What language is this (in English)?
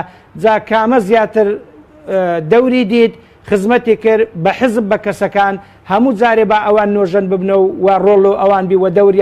Central Kurdish